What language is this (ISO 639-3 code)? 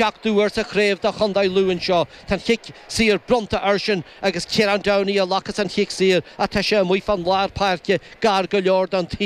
gle